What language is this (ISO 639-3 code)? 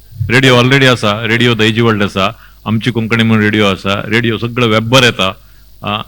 kok